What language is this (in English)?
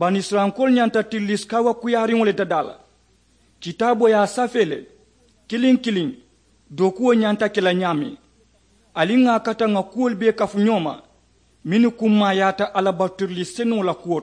Mandingo